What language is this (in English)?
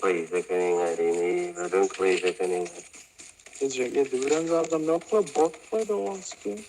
Turkmen